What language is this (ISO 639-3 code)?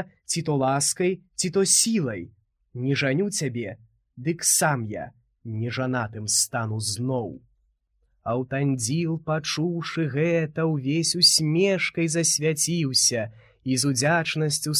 bel